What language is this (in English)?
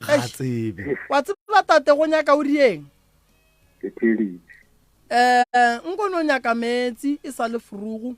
Northern Sotho